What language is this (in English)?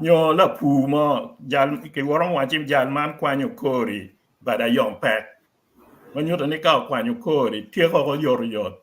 Acoli